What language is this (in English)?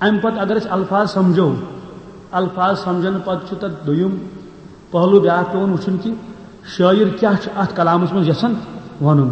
Kashmiri